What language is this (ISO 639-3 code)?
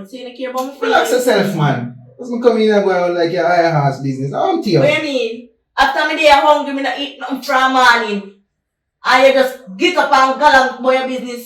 jam